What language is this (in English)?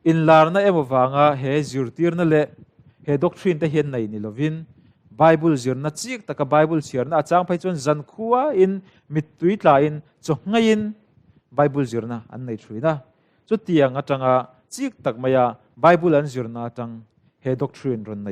Mizo